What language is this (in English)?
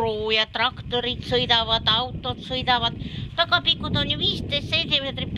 Estonian